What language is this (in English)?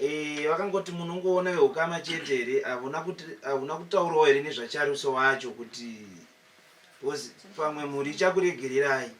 Shona